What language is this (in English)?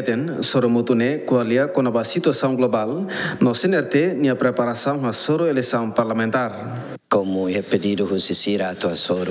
Tetum